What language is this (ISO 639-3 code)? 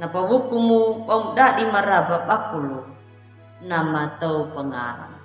akg